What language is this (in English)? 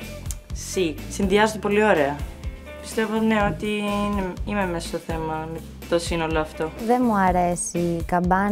Greek